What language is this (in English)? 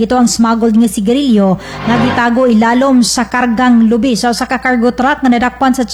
Cebuano